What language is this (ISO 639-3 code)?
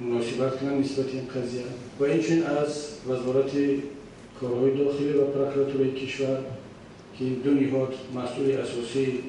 tgk